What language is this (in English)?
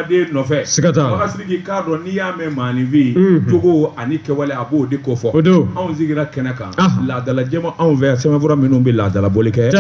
Bambara